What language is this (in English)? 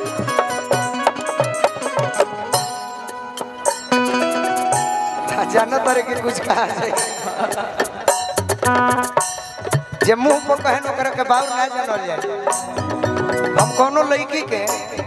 Bhojpuri